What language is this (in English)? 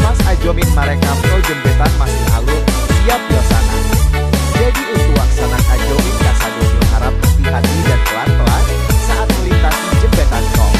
Minangkabau